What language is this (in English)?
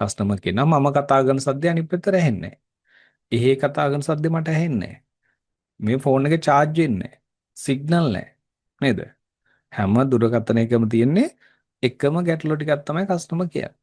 Sinhala